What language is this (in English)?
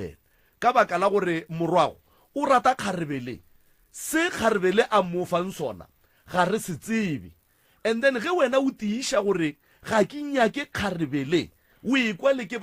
Northern Sotho